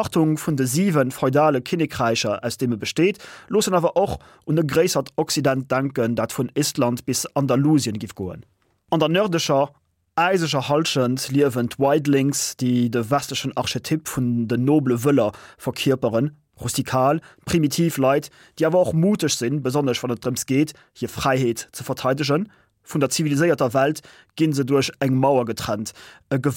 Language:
Luxembourgish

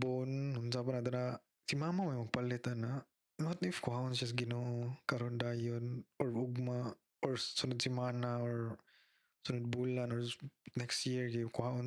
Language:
Cebuano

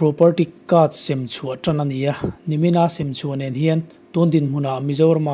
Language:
Mizo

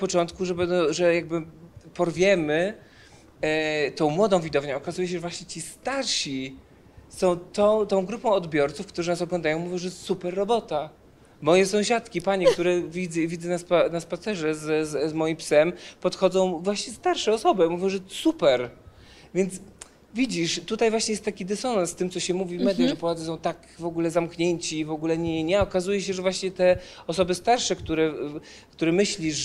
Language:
Polish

